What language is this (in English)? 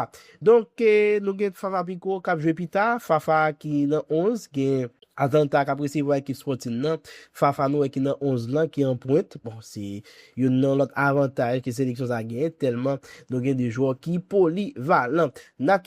Haitian Creole